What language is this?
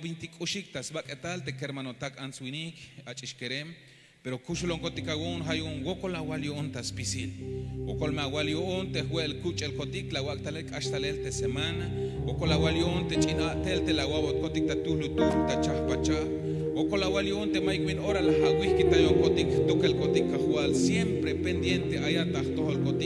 Tzeltal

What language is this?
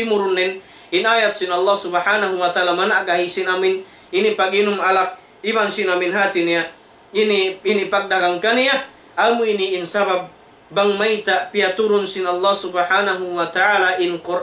Tausug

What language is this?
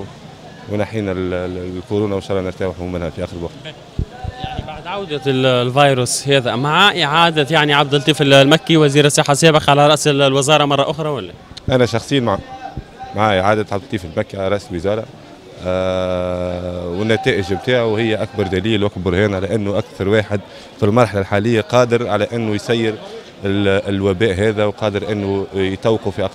Tunisian Arabic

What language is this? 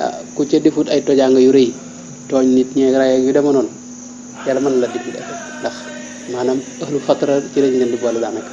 Wolof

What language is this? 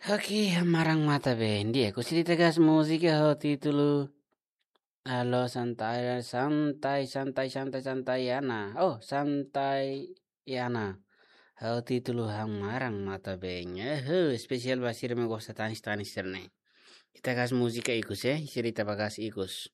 Tetum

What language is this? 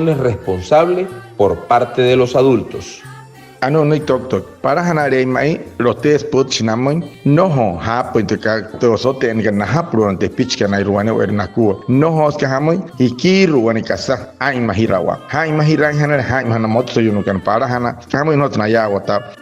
Wayuu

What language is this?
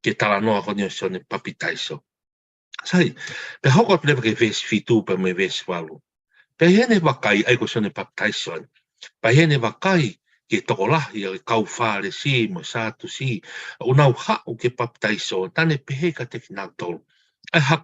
Tongan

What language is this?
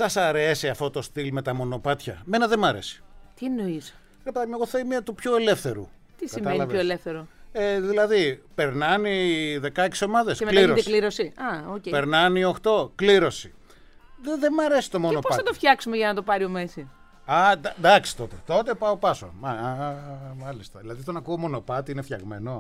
Greek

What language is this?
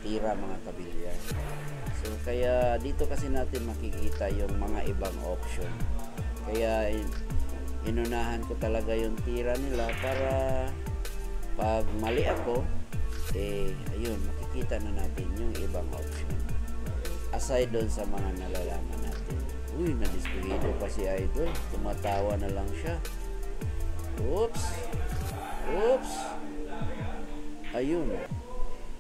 Filipino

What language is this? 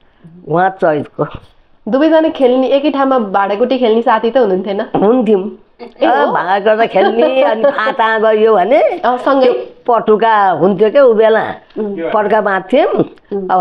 Nepali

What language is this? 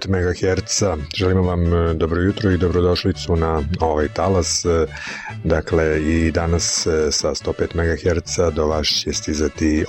Serbian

